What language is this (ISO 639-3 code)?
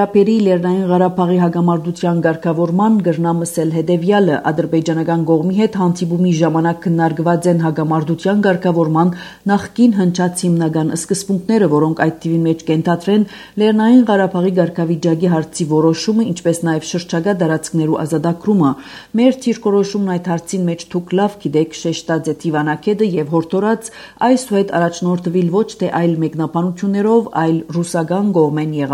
hye